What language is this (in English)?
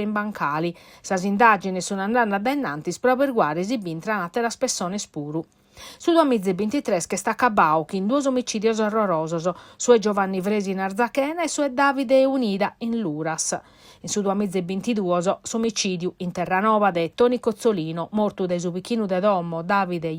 Sardinian